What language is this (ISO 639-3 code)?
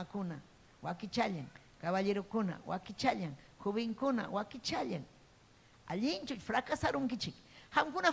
quy